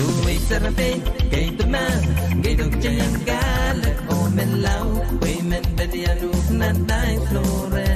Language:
Pohnpeian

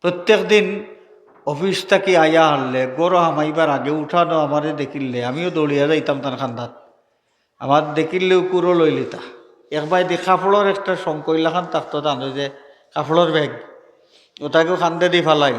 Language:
Sylheti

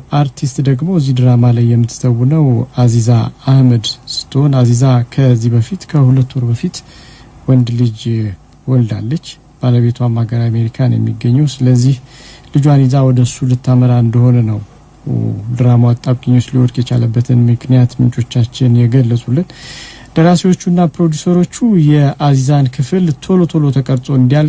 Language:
Amharic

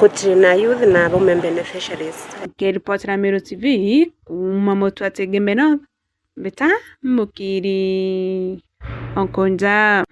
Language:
Meru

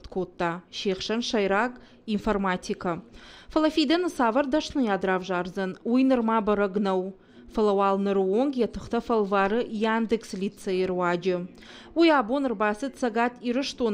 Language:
Ossetic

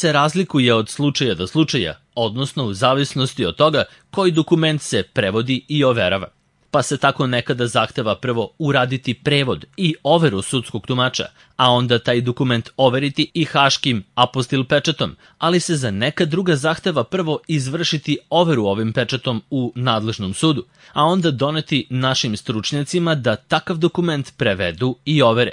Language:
Serbian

